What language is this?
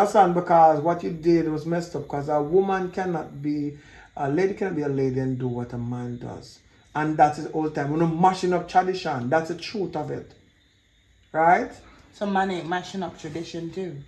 Jamaican Creole English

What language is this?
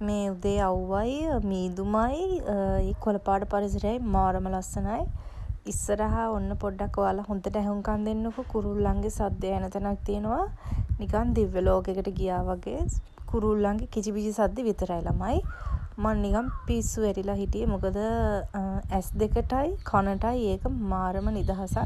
Sinhala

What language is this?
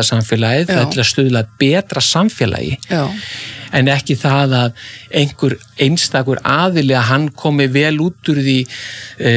Icelandic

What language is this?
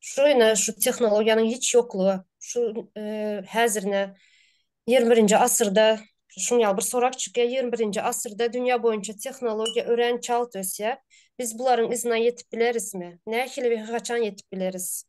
Turkmen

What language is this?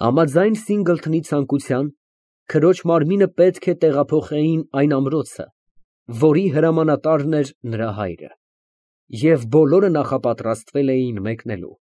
Armenian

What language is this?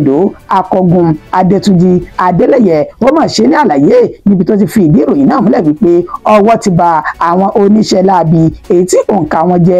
Yoruba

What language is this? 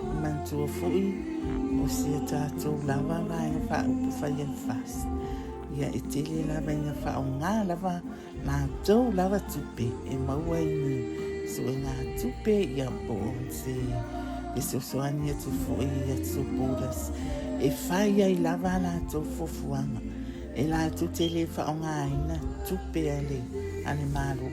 Samoan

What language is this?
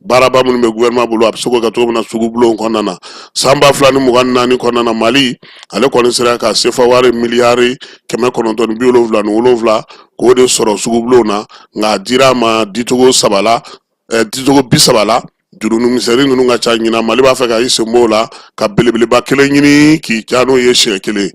Bambara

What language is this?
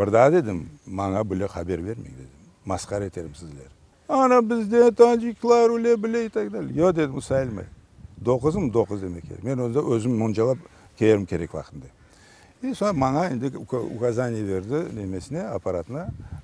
Crimean Tatar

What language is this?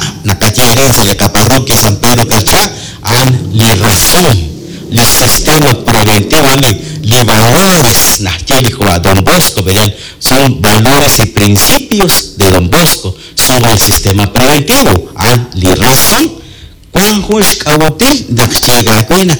Kekchí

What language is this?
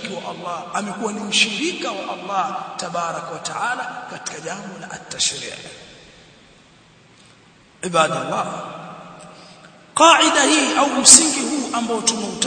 Swahili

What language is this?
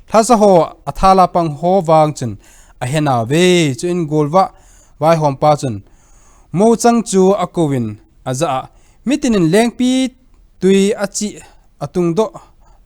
Thado Chin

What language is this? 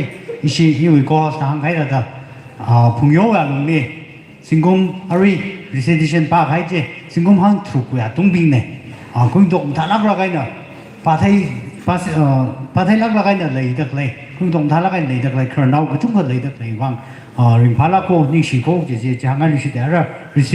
Tangkhul Naga (India)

